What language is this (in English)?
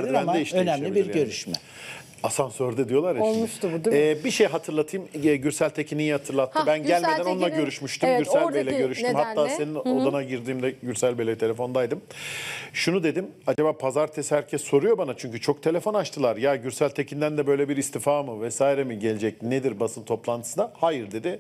Turkish